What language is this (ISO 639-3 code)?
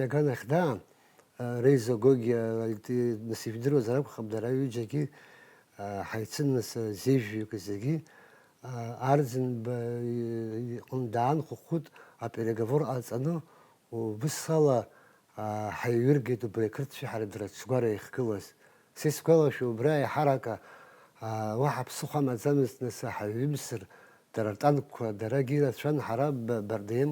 abk